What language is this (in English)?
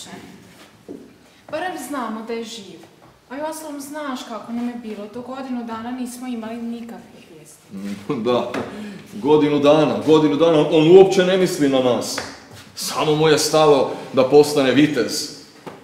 Croatian